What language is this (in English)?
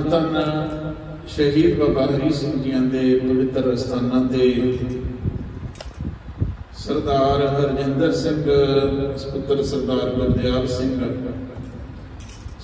Punjabi